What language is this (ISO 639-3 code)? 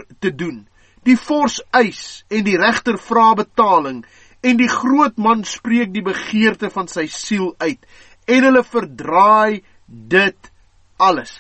afr